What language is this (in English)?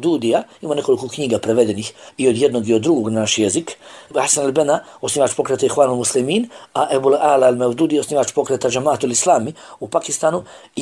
Bosnian